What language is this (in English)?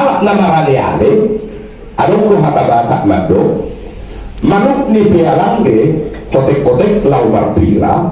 Batak Toba